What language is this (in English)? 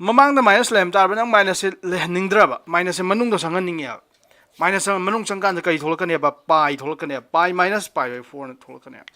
Manipuri